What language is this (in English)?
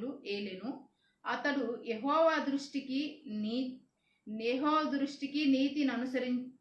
Koya